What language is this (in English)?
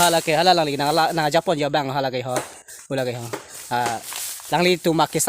Karbi